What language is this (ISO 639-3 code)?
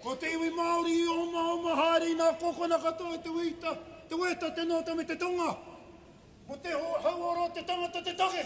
mri